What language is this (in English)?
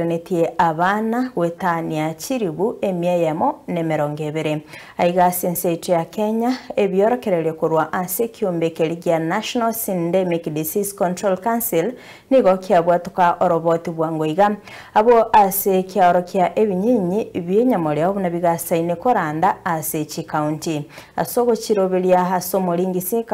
Gusii